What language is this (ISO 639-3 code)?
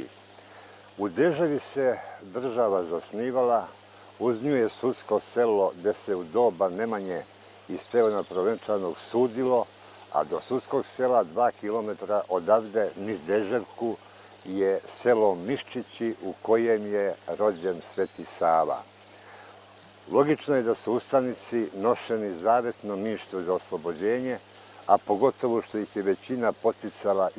srp